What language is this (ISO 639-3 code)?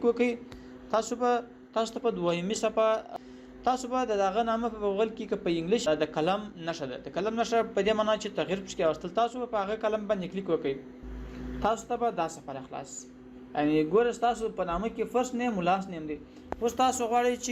pus